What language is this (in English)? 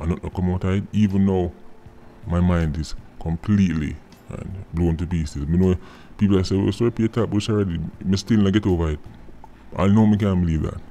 Jamaican Creole English